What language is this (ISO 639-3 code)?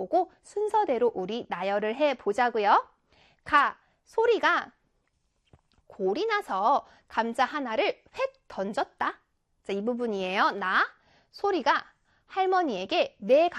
kor